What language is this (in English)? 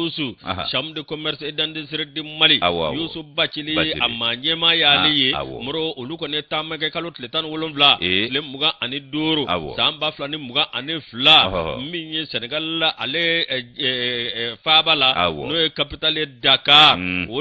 Bambara